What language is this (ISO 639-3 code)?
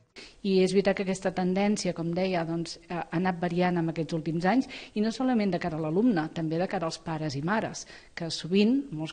cat